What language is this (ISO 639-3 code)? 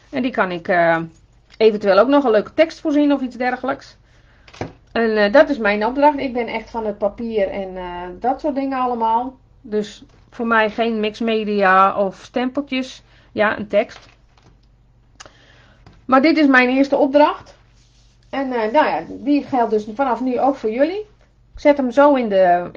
nld